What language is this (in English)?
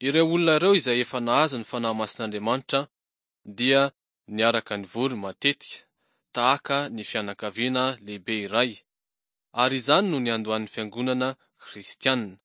Malagasy